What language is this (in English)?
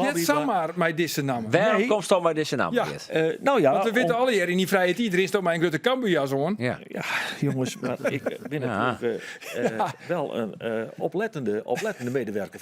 Western Frisian